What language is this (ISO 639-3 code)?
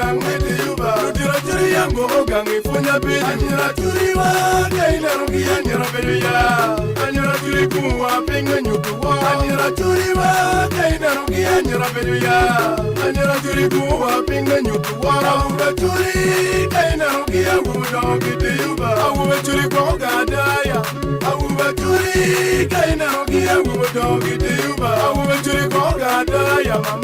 ach